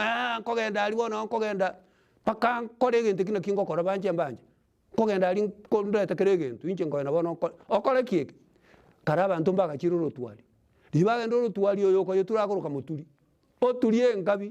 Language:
Gusii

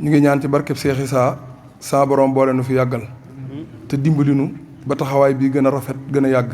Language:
Wolof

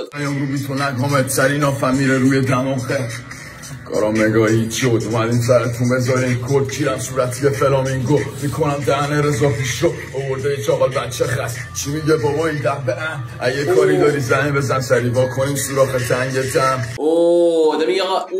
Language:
Persian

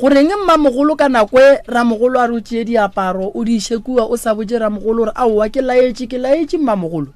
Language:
Northern Sotho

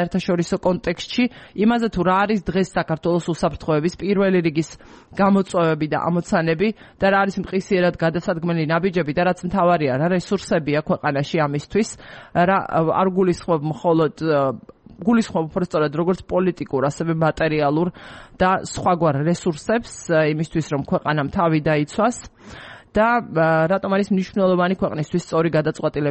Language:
Georgian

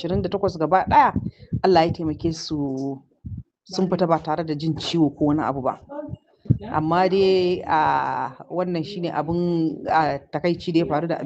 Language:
Hausa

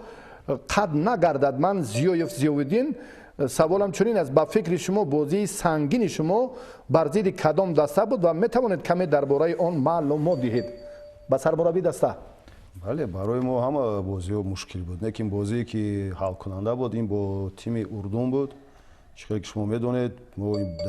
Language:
Tajik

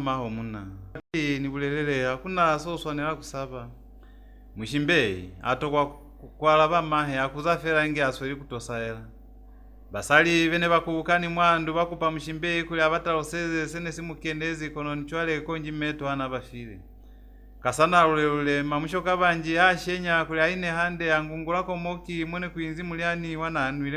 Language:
Lozi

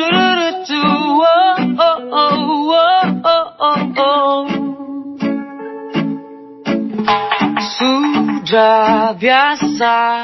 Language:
Indonesian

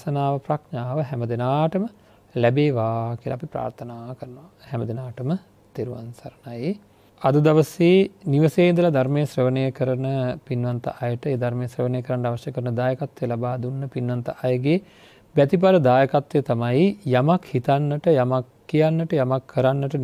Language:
Sinhala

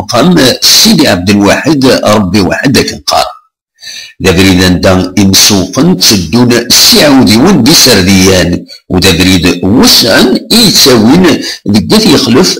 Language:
Kabyle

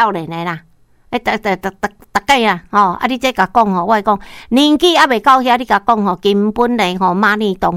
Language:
Min Nan Chinese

